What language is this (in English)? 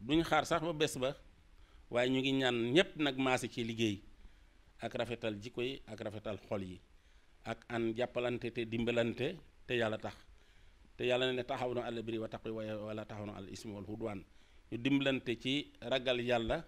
Wolof